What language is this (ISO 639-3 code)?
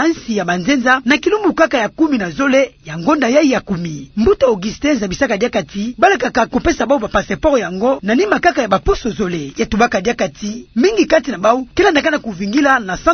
ktu